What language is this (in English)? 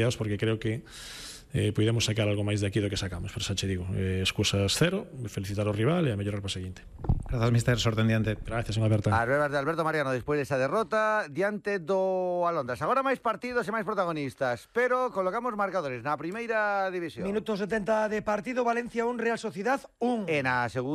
Galician